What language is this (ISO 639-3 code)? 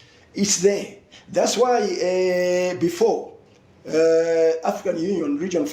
nya